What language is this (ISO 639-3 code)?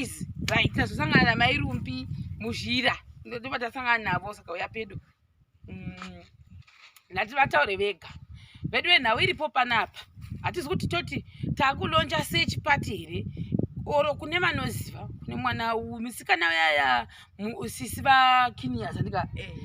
sna